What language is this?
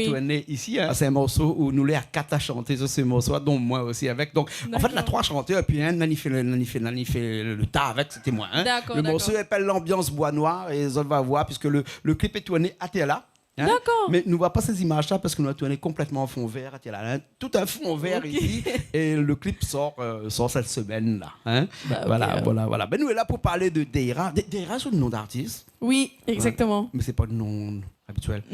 Réunion Creole French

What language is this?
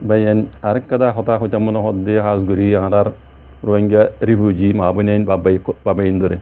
Rohingya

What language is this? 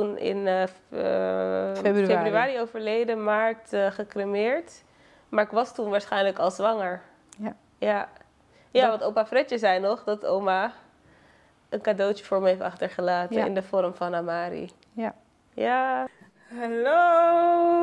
Dutch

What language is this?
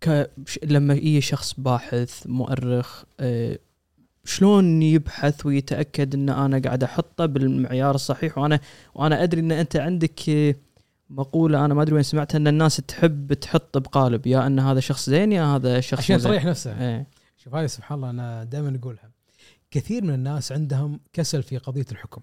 Gulf Arabic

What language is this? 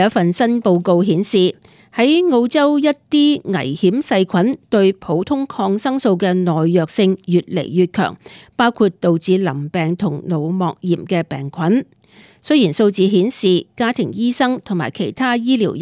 Cantonese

